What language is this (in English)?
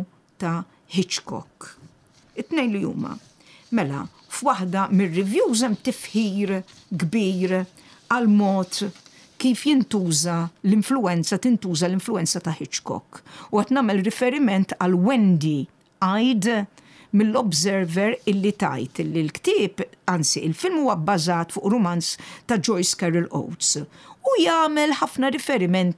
Maltese